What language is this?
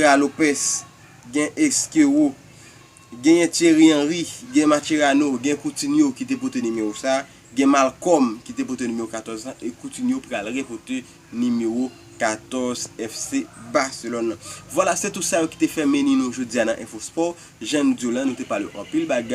Haitian Creole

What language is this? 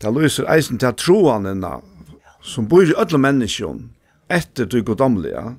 Faroese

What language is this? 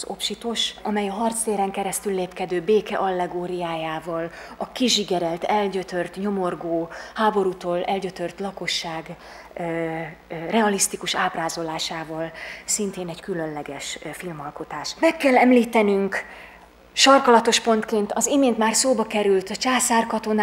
Hungarian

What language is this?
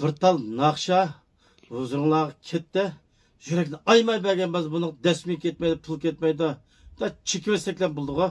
Uyghur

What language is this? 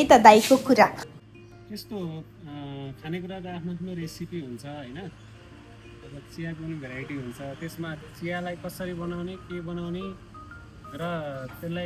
Nepali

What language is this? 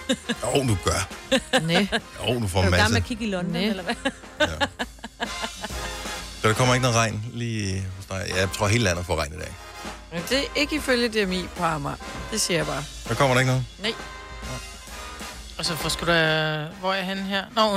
Danish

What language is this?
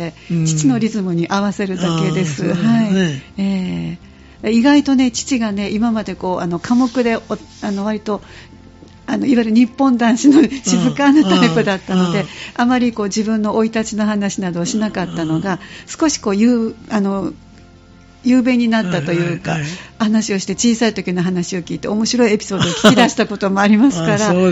Japanese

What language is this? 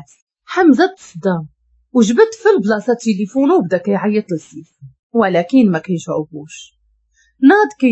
Moroccan Arabic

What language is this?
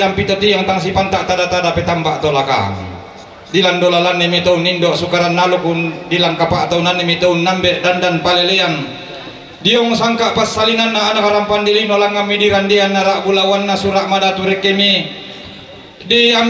Toraja-Sa'dan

